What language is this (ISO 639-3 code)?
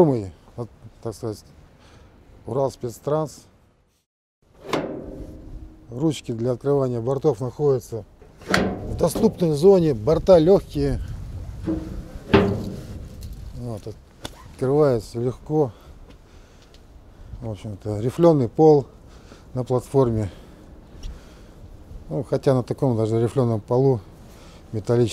rus